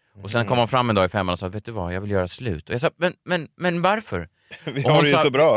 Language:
Swedish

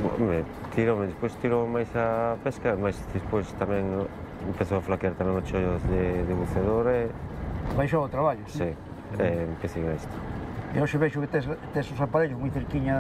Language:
Galician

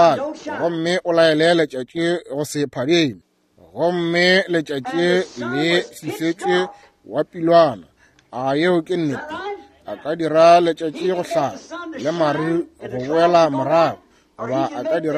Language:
Northern Sotho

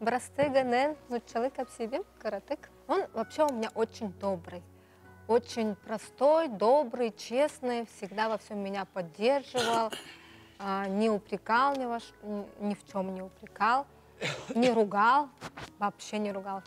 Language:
Yakut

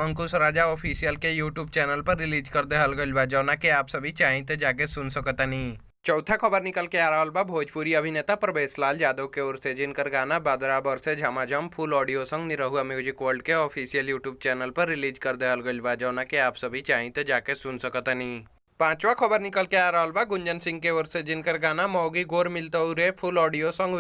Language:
Bhojpuri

